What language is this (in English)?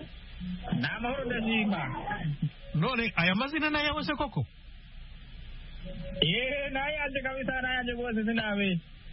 Kinyarwanda